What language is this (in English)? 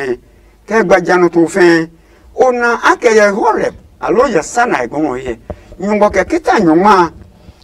Adangme